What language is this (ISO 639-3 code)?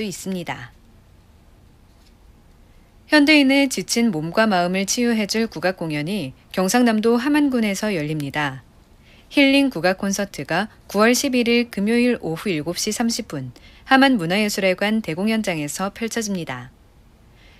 kor